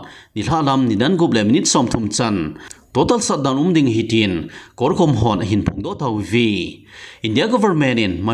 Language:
Thado Chin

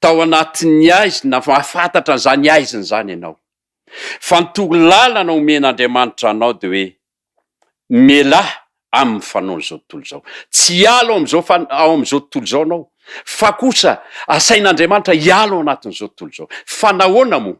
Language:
Malagasy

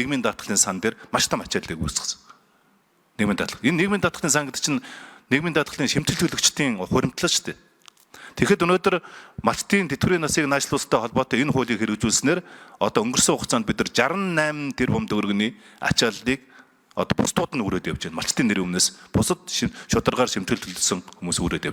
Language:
Mongolian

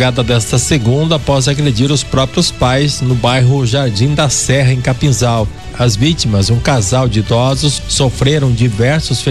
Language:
Portuguese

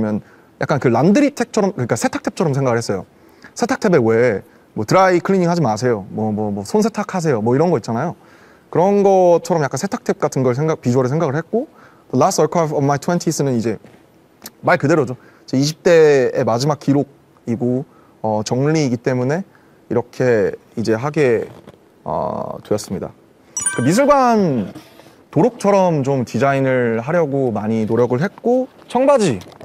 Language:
Korean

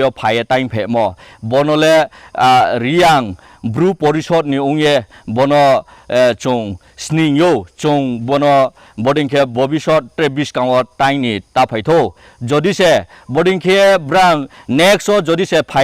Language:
Kok Borok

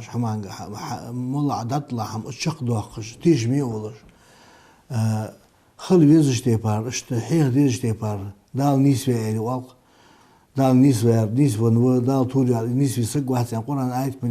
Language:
Ingush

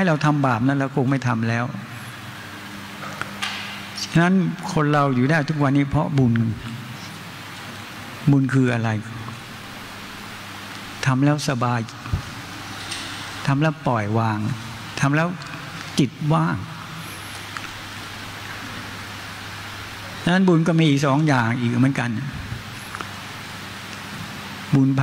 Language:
Thai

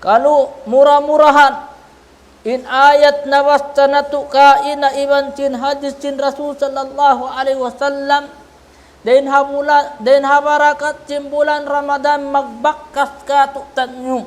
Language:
Tausug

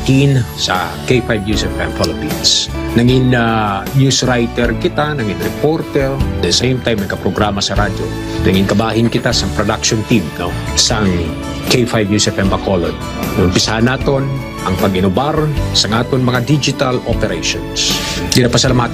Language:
Hiligaynon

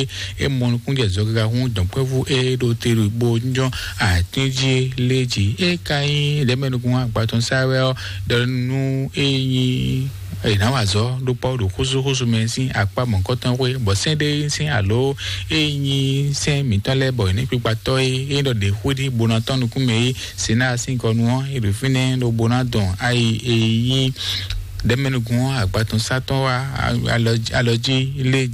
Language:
Fon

